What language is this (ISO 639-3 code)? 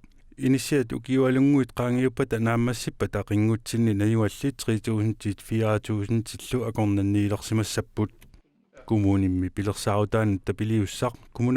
kal